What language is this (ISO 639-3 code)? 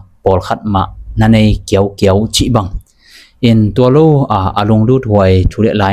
ctd